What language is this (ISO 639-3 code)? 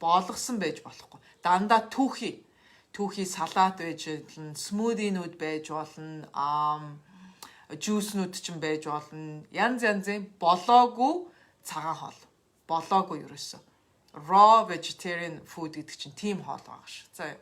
mon